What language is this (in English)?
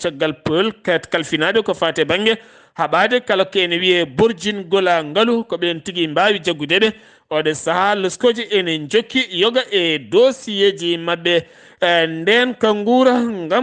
Fula